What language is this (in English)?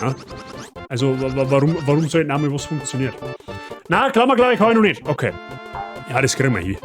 Bavarian